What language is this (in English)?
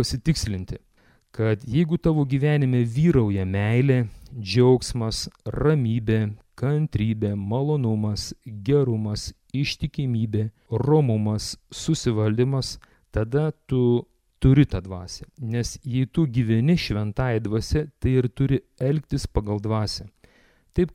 Lithuanian